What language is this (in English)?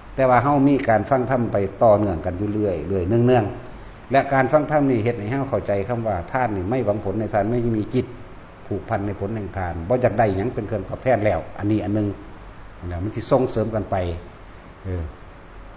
Northeastern Thai